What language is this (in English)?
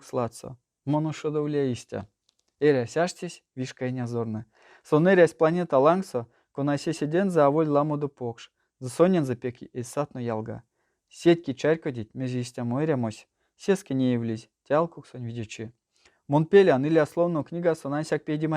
Erzya